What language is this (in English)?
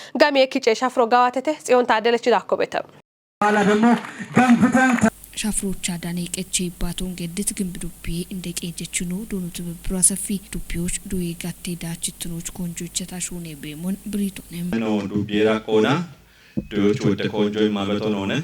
Kafa